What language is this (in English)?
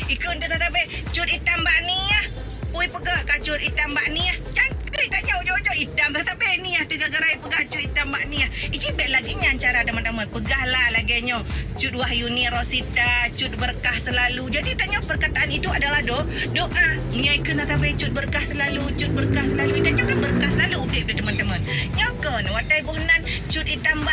Achinese